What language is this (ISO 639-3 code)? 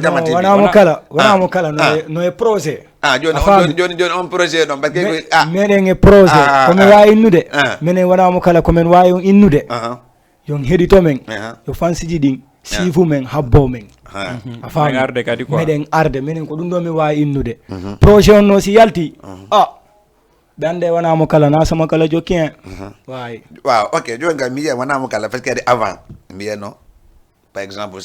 ful